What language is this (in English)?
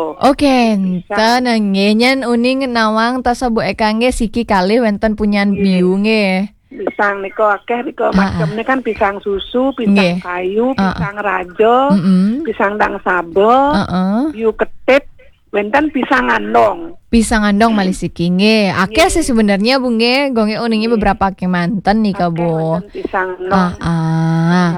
Balinese